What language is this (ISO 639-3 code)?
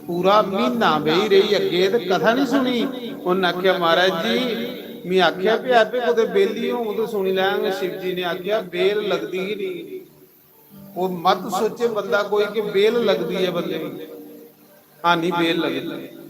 doi